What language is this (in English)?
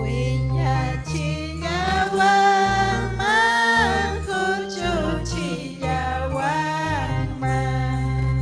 Ayacucho Quechua